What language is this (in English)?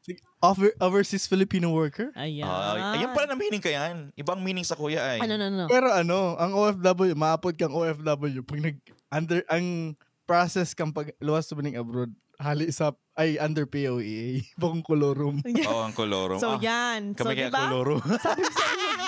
Bikol